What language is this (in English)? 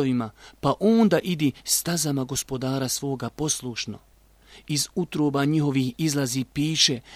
Bosnian